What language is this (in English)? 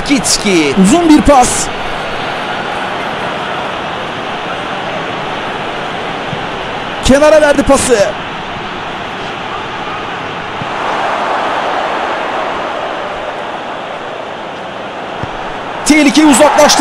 Turkish